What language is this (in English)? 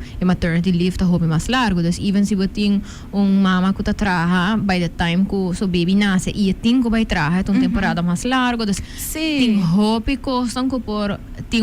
Papiamento